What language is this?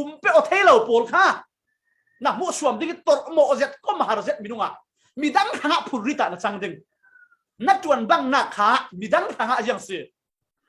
Falam Chin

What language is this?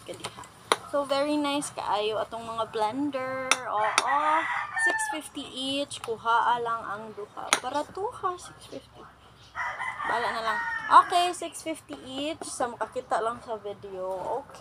Cebuano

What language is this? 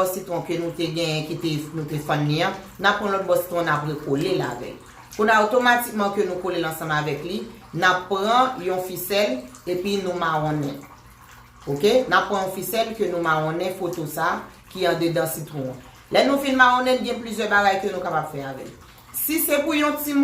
Haitian Creole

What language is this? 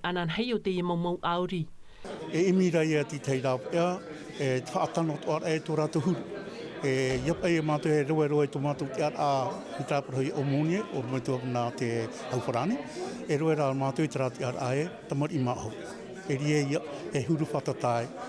Tahitian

